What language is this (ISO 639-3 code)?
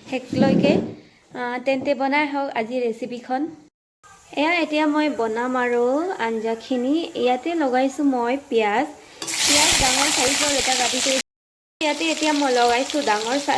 asm